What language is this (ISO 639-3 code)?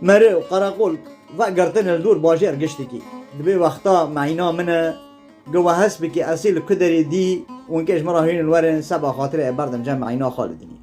kur